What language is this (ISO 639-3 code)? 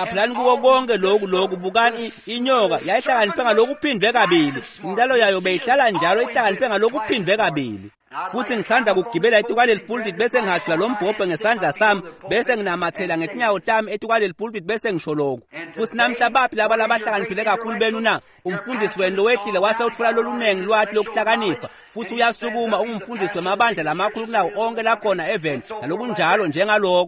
ssw